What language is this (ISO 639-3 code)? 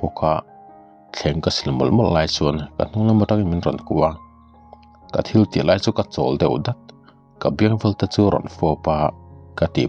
lus